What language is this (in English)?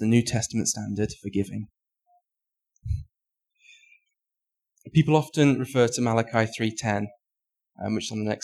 English